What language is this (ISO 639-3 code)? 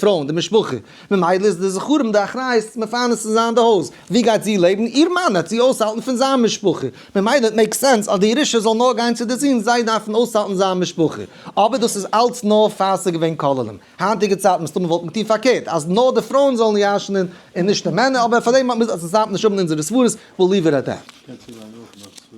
yid